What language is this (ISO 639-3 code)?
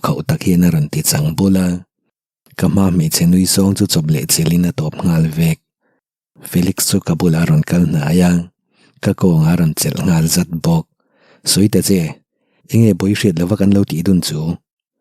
lus